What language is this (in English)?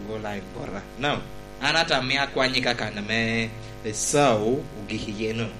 Lango (Uganda)